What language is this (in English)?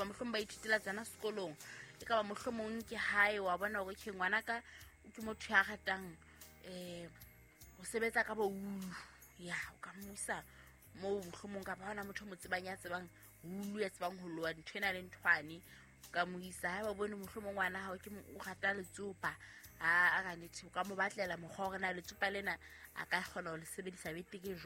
Southern Sotho